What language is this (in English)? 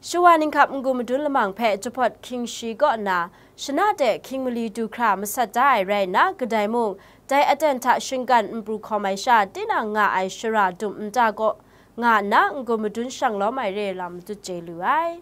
Kachin